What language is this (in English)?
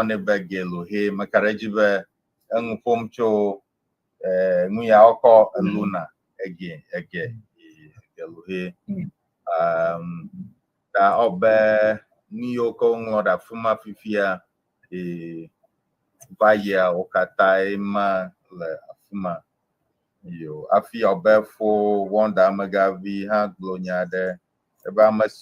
Ewe